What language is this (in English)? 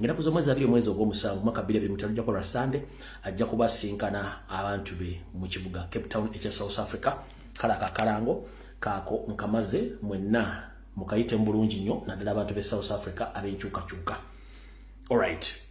Ganda